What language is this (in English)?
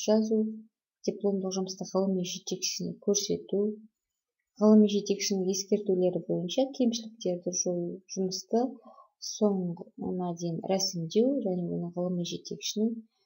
Kazakh